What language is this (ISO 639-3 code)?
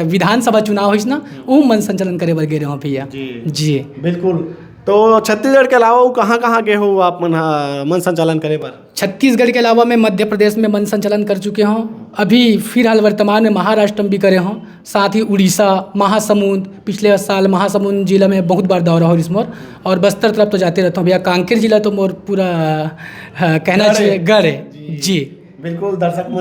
hne